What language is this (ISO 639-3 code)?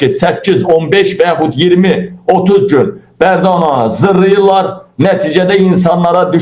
aze